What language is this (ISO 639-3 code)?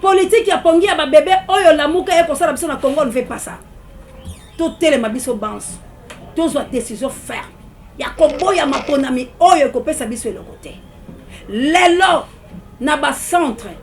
lin